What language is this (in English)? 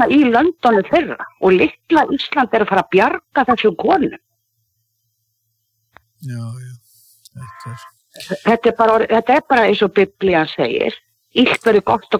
Icelandic